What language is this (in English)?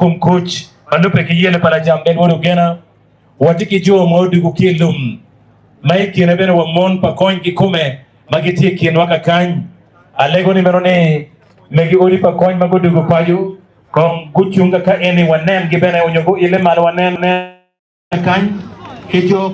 Acoli